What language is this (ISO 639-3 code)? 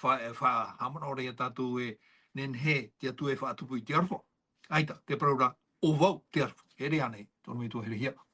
tah